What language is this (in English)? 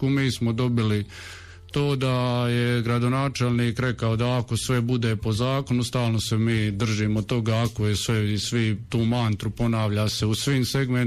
Croatian